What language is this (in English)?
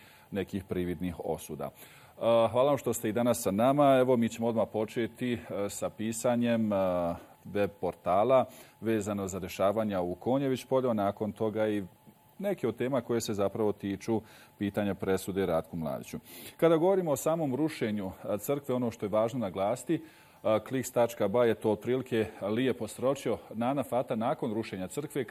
Bosnian